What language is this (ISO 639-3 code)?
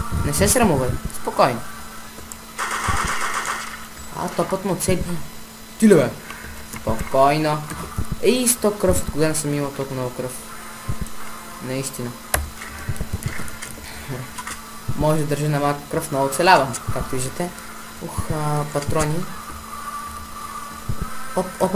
bul